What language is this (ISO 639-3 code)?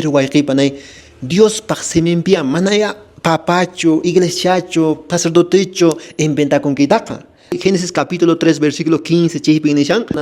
que